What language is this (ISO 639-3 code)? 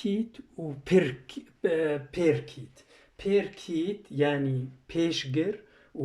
kur